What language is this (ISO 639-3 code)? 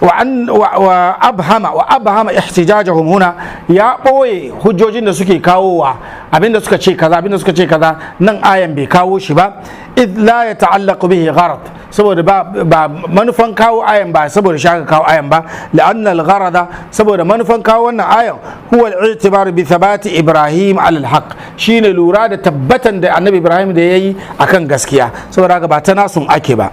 hau